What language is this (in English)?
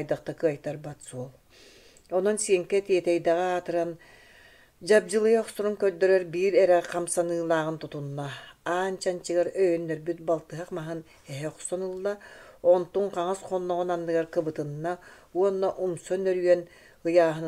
Yakut